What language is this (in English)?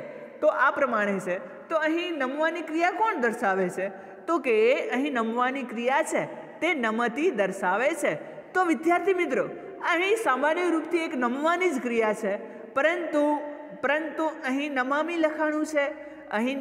Gujarati